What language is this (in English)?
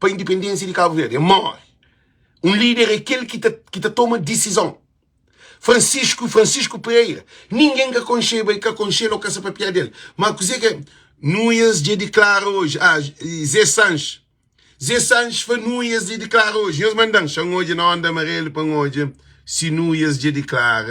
Kabuverdianu